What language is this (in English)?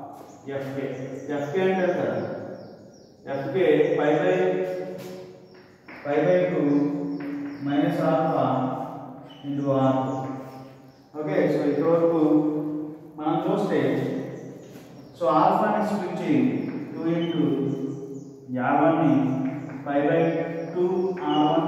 Telugu